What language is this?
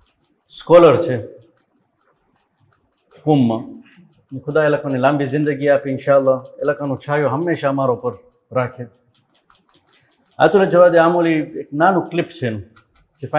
Gujarati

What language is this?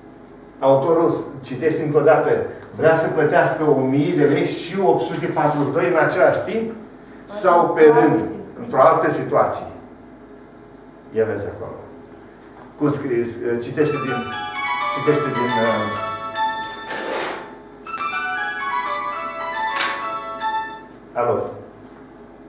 Romanian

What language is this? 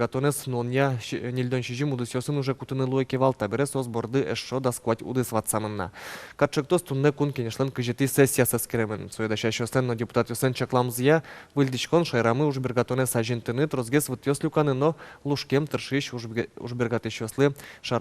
Udmurt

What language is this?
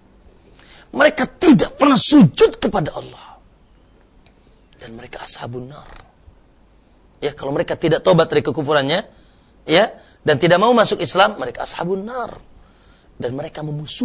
Indonesian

